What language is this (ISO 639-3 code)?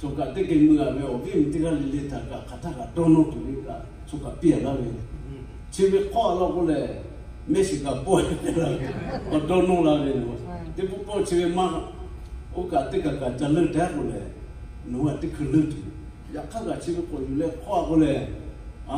lhu